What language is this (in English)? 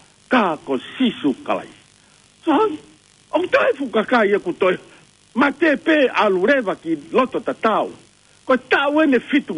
Tongan